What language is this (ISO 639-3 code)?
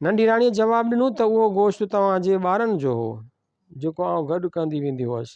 snd